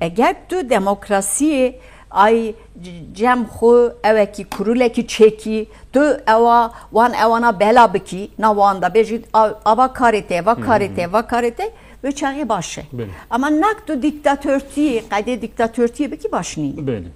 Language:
Kurdish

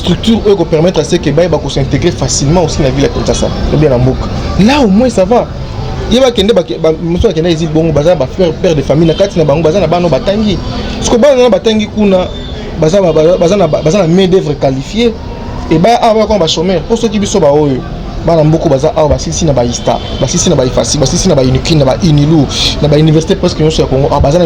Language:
Lingala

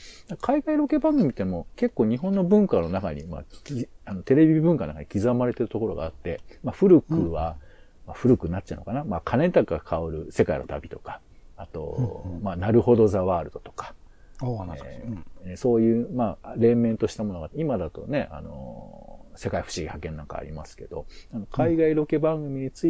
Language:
Japanese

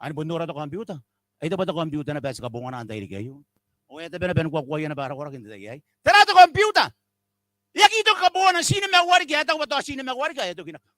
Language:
Gilbertese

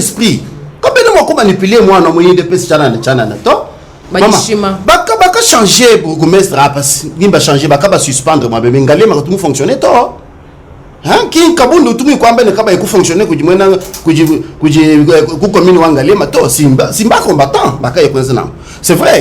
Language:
Luba-Lulua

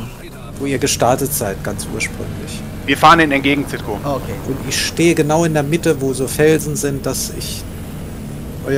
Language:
German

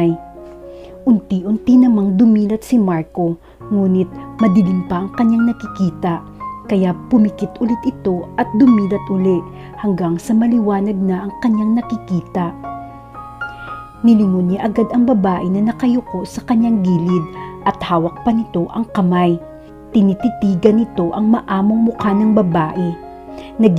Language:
Filipino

